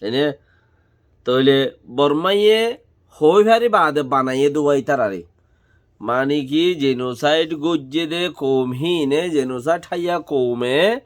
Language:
Rohingya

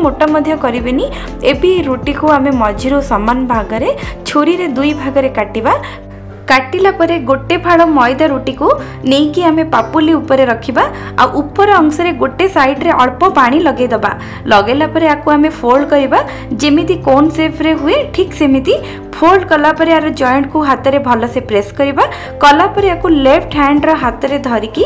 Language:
Odia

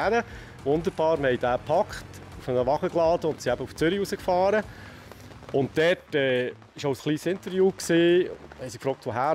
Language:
Swiss German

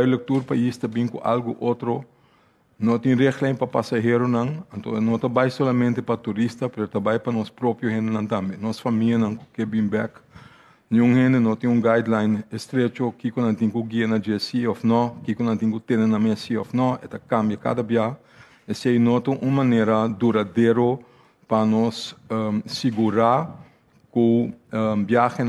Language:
Papiamento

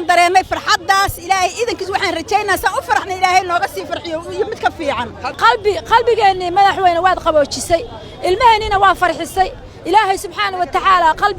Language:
Somali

